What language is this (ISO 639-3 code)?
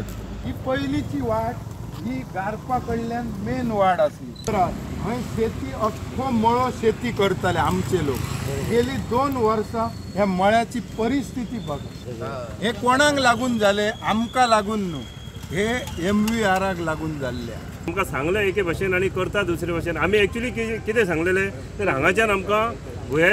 kok